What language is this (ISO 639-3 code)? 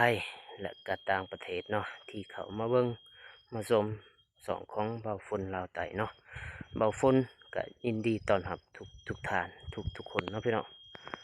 lao